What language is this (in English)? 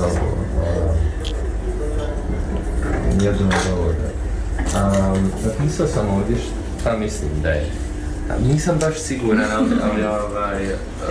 Bosnian